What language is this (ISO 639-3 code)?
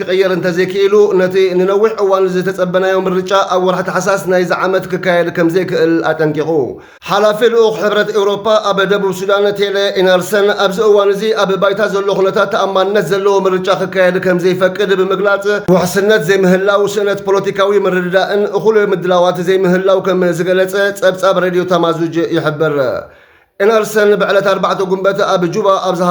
tir